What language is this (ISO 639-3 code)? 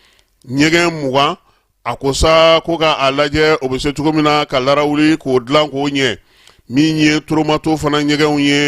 bam